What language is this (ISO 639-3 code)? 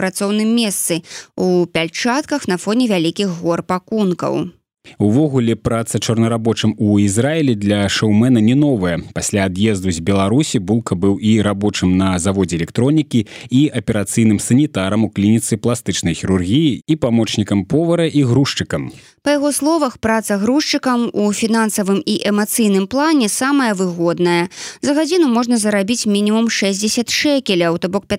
bel